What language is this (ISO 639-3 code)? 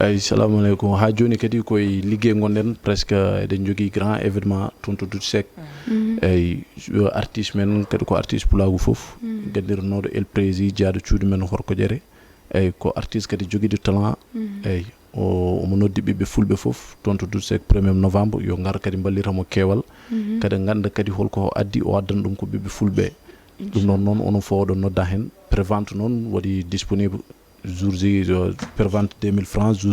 ful